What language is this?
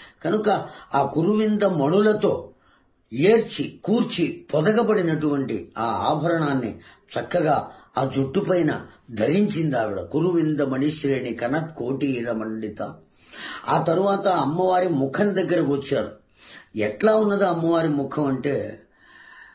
Telugu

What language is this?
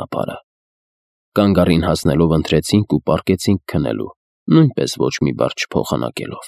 Armenian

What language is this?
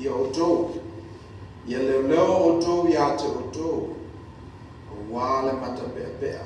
Samoan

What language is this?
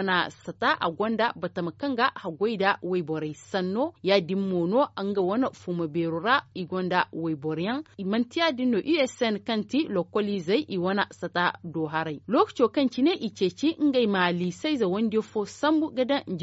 Zarma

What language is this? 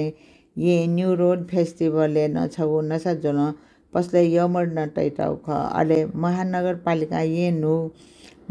Newari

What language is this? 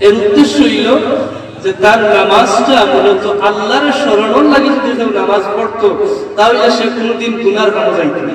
Sylheti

